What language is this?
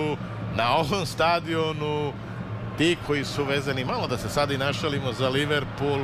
Serbian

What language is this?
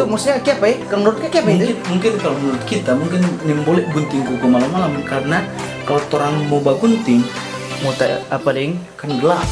Manado Malay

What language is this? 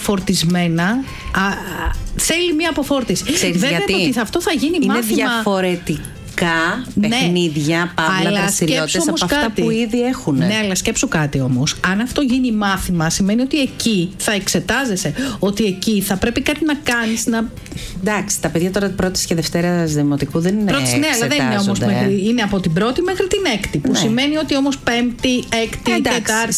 Greek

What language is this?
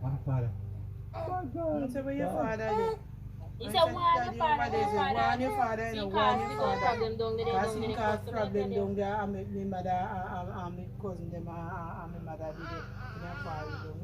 Jamaican Creole English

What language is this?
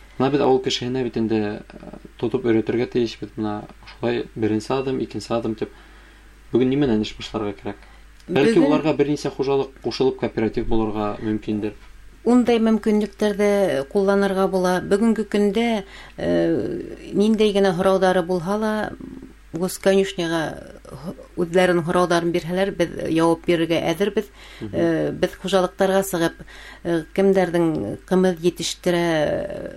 Bashkir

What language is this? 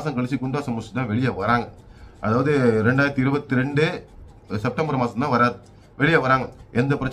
Tamil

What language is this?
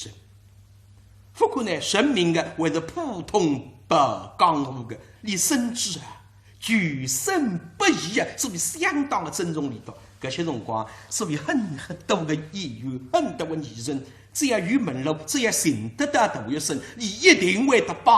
Wu Chinese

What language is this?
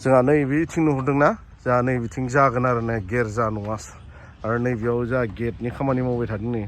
Bodo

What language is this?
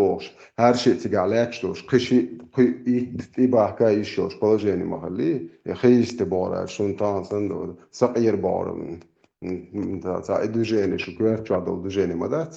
Chechen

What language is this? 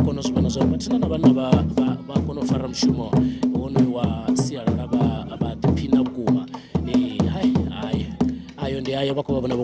Venda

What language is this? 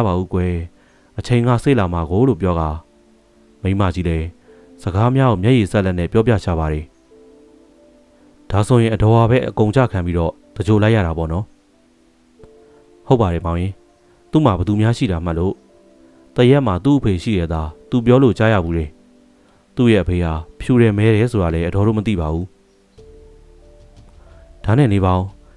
Burmese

